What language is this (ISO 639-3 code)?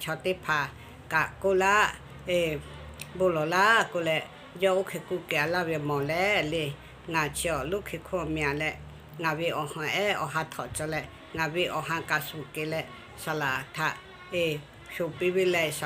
lhu